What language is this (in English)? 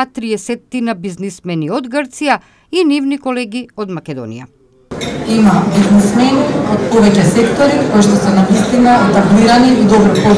Macedonian